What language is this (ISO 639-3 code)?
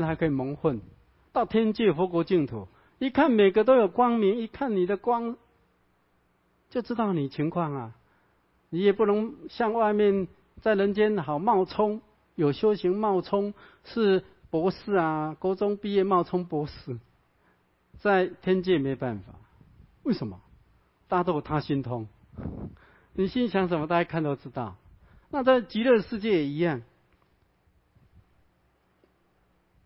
zho